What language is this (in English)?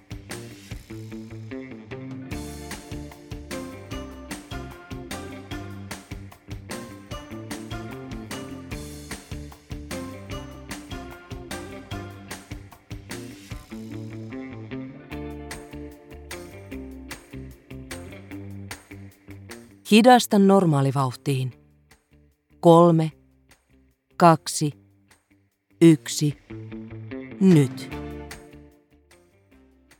Finnish